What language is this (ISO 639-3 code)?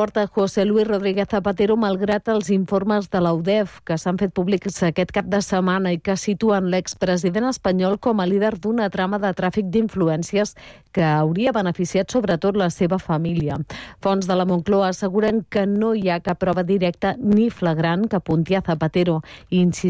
cat